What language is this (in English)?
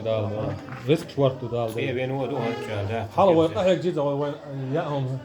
Chechen